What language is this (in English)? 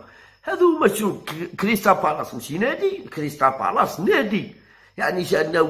Algerian Arabic